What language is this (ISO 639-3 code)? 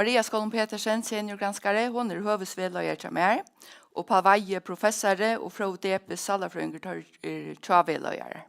fao